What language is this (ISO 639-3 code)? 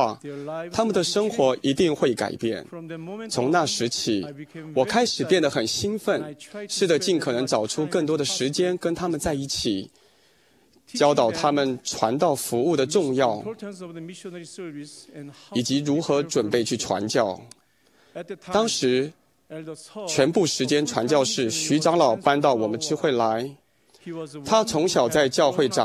zho